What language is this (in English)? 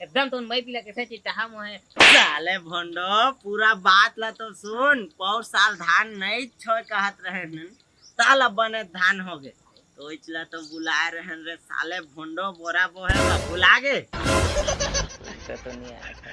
Chhattisgarhi